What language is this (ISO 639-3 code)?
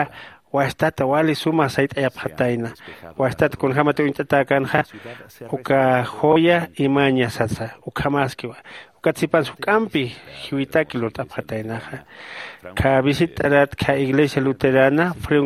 aym